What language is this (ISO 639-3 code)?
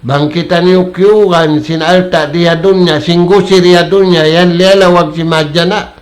tsg